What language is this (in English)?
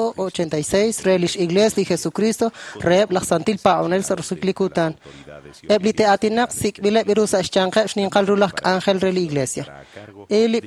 Kekchí